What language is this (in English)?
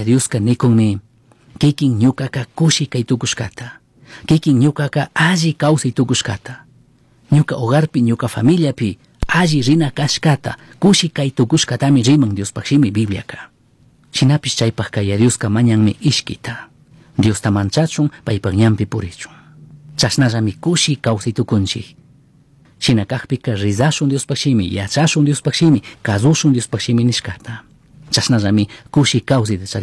Chimborazo Highland Quichua